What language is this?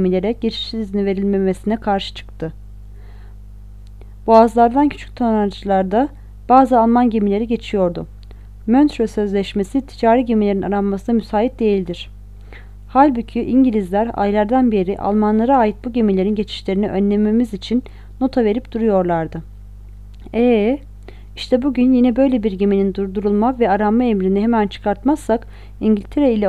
Turkish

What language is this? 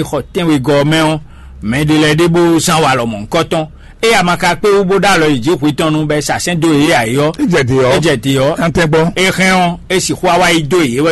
Fon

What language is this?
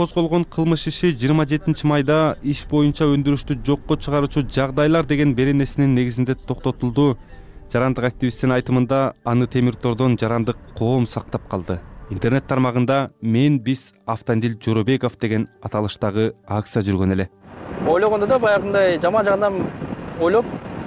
Kyrgyz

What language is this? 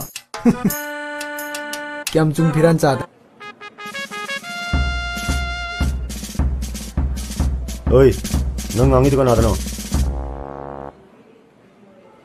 Manipuri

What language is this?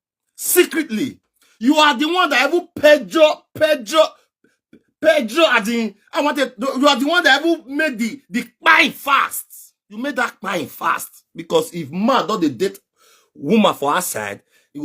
Nigerian Pidgin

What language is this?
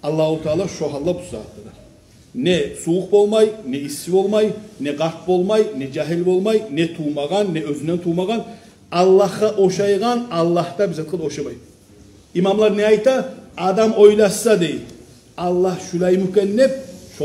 Kumyk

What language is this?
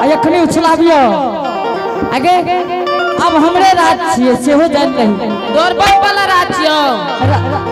Angika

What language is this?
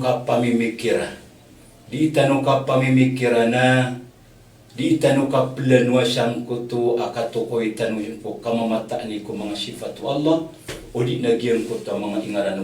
Maranao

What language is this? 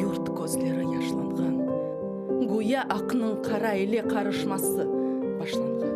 Crimean Tatar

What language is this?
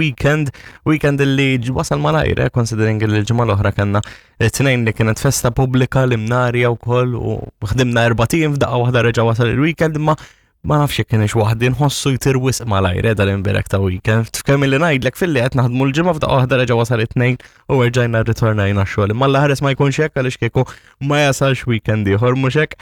Maltese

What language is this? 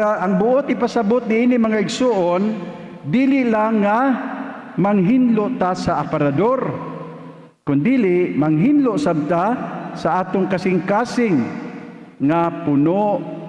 Cebuano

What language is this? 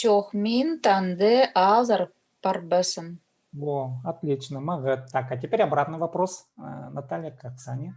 Khakas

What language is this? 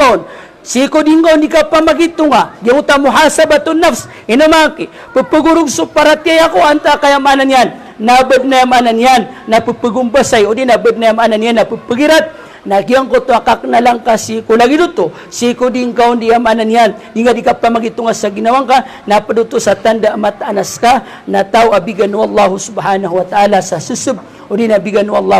Maranao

